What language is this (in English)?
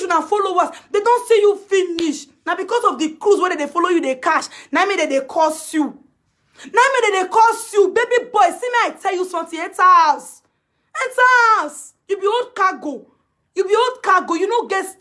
Nigerian Pidgin